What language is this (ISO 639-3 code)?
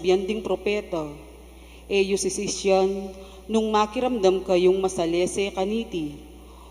pam